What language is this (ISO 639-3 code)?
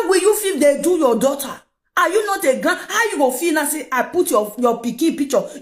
pcm